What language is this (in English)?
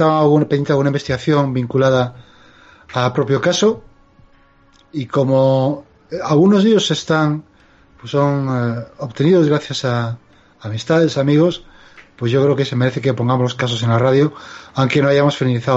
Spanish